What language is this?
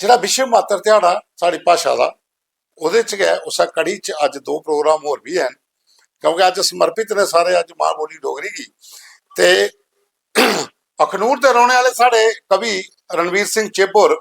Dogri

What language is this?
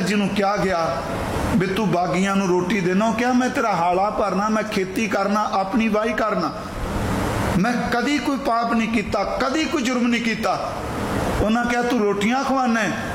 Punjabi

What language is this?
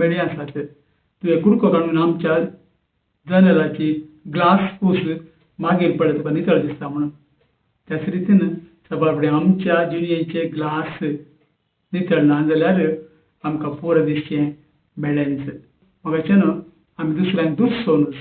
Konkani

